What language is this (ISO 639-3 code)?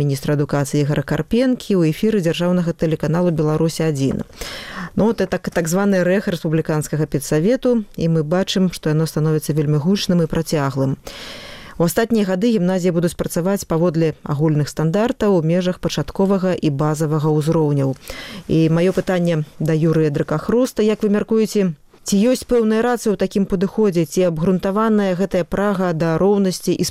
bel